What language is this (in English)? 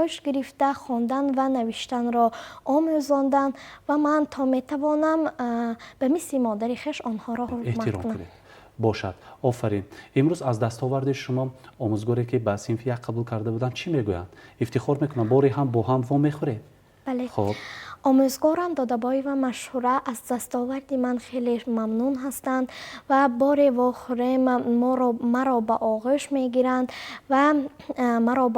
Tajik